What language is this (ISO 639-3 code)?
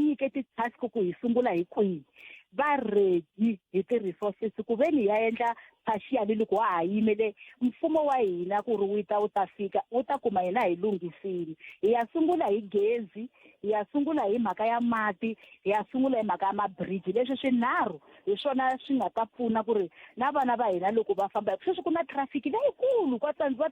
tso